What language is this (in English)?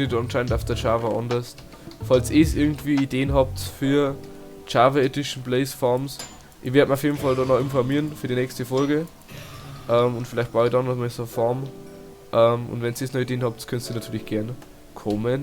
Bavarian